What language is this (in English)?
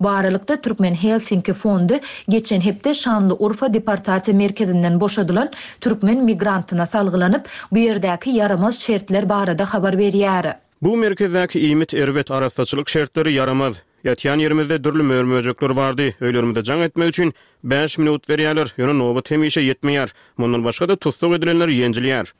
Turkmen